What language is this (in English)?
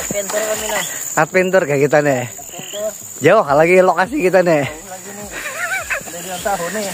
Banjar